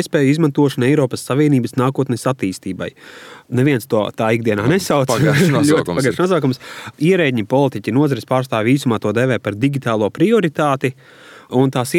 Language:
Latvian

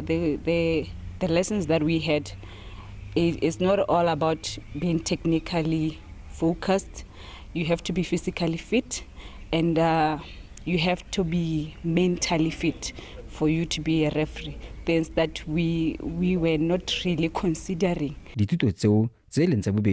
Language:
Tswana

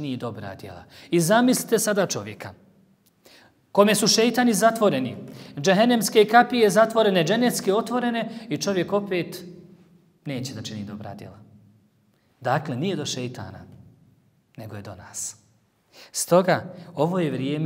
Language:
Bosnian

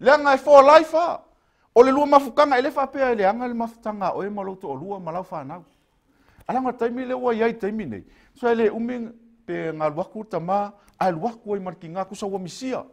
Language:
Samoan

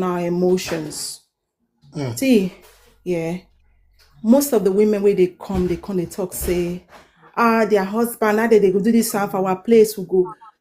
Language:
Nigerian Pidgin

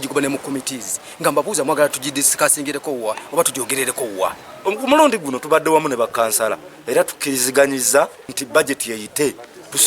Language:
Ganda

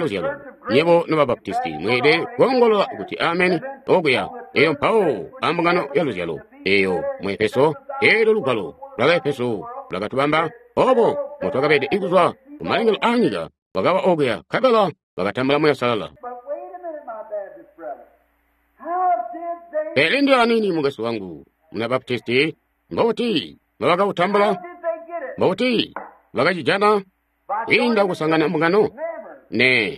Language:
Tonga (Zambia)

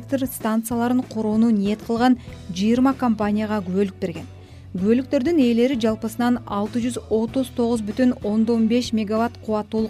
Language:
Kyrgyz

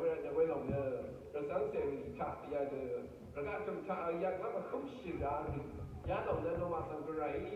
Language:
Rawang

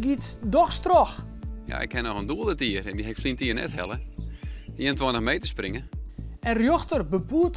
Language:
Western Frisian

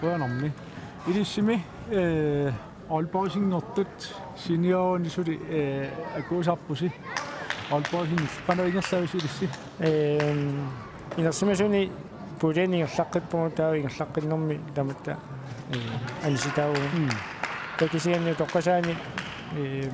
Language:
Kalaallisut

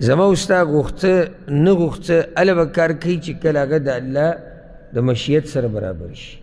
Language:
Pashto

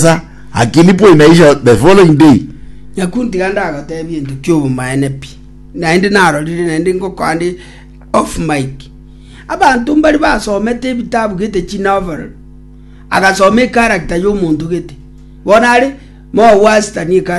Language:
Gusii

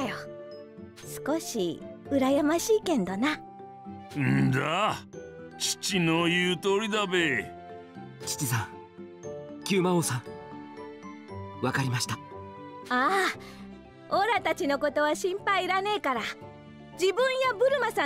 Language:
Japanese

